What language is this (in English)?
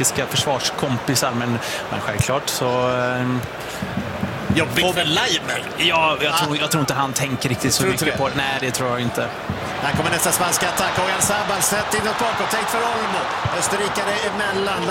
Swedish